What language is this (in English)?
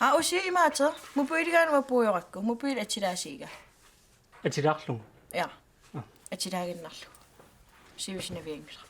Kalaallisut